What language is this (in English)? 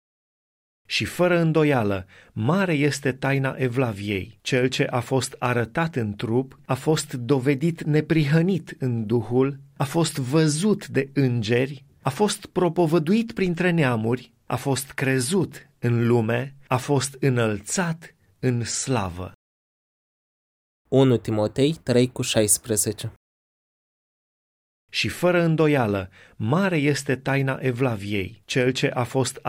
Romanian